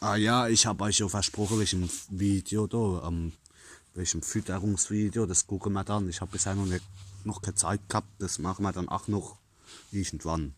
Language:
Palatine German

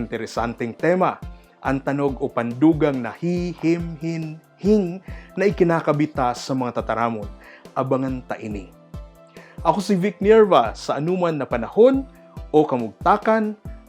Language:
Bikol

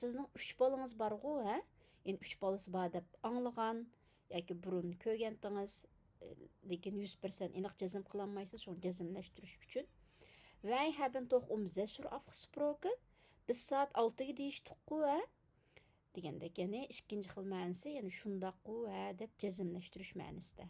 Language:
Uyghur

